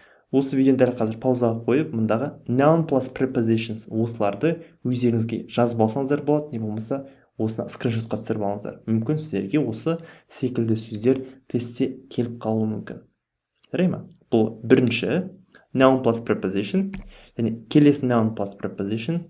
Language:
Kazakh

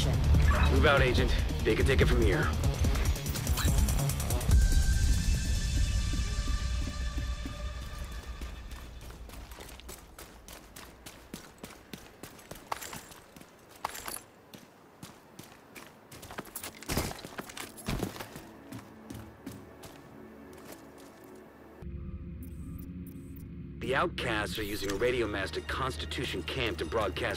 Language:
English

